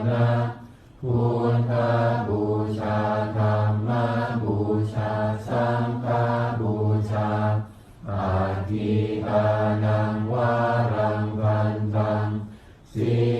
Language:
Pali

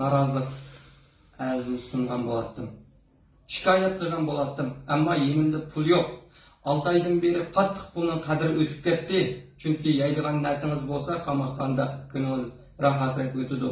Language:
Uyghur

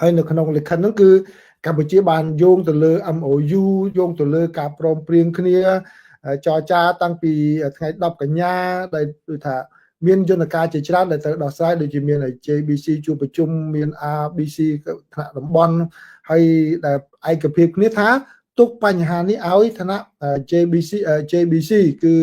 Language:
Khmer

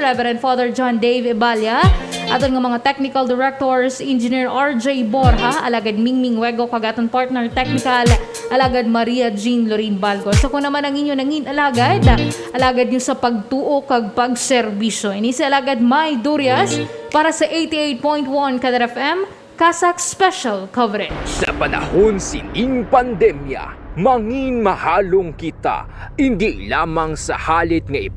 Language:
Hiligaynon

